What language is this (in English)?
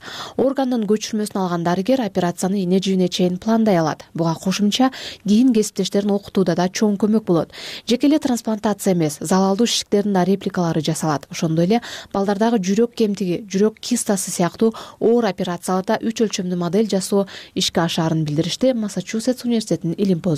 Kyrgyz